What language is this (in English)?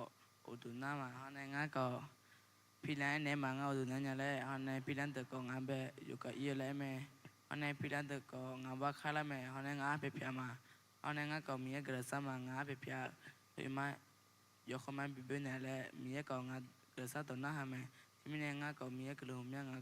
Akha